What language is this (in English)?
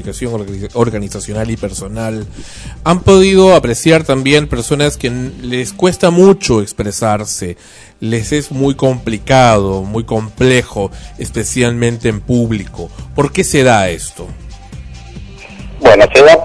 Spanish